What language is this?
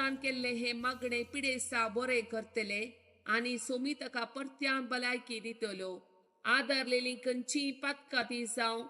Konkani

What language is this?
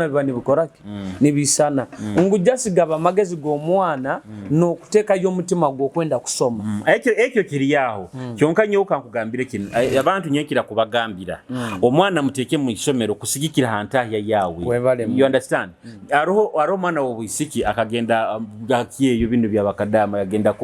Nyoro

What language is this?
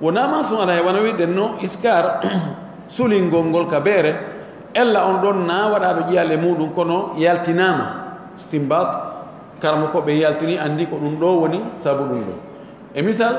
Pular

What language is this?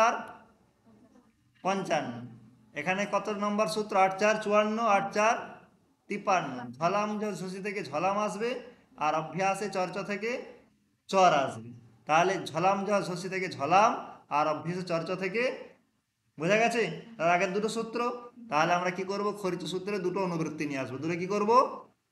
Bangla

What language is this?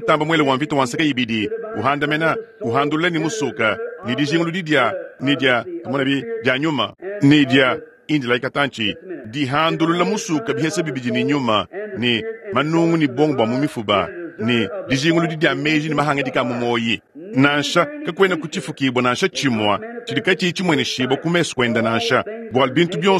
Luba-Lulua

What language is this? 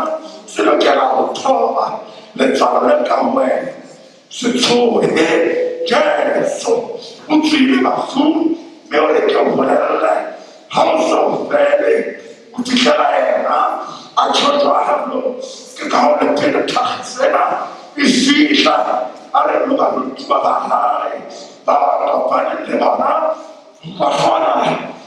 Southern Sotho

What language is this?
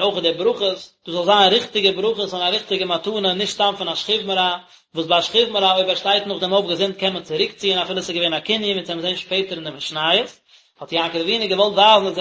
Yiddish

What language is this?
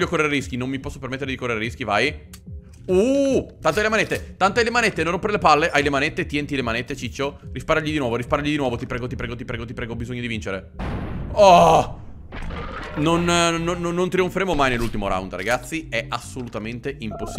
Italian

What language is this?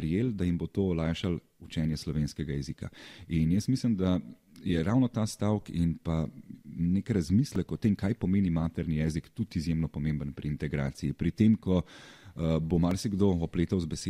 Slovenian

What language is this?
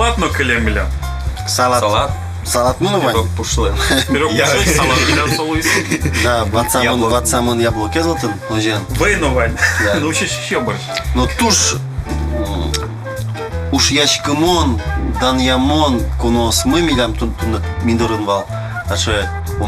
Udmurt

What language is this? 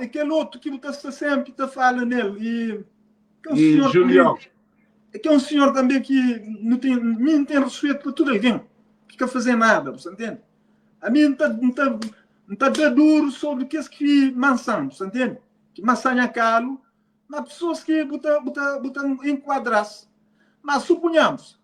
Kabuverdianu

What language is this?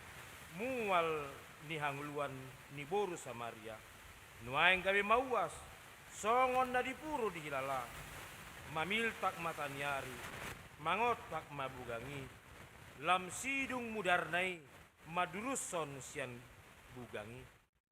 Batak Toba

